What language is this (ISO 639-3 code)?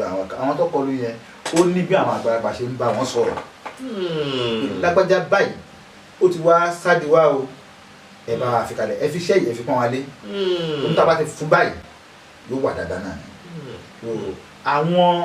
yor